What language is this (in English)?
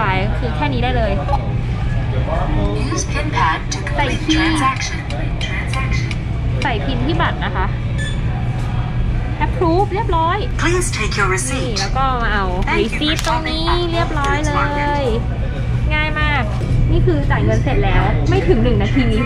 Thai